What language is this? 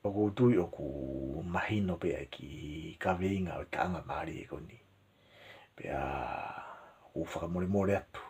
Tongan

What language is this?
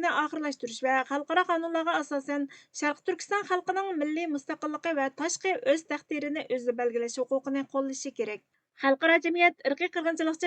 Uyghur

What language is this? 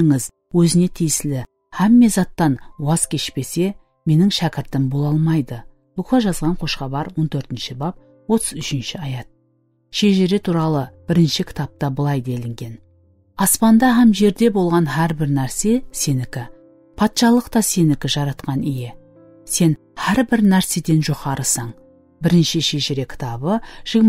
Kara-Kalpak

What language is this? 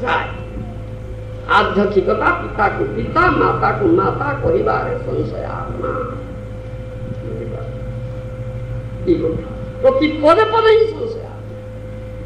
Odia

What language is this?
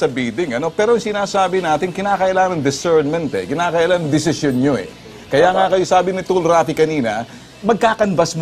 Filipino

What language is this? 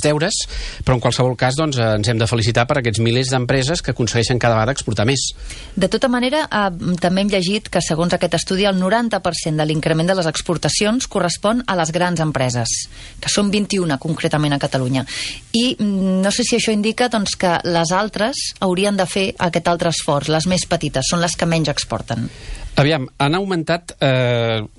Catalan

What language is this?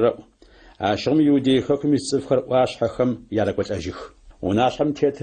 Adyghe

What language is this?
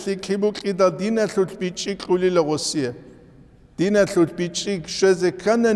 Avaric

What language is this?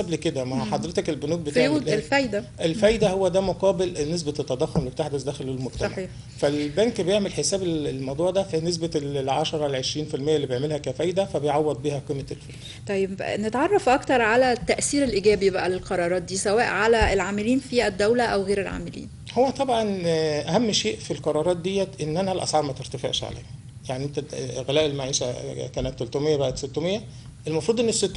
Egyptian Arabic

